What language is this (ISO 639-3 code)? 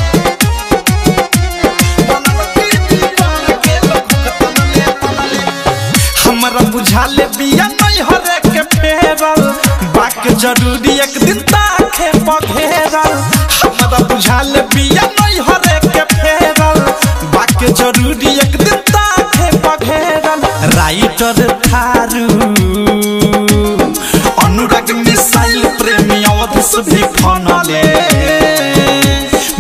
bho